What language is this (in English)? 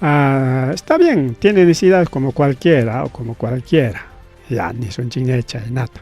Ayacucho Quechua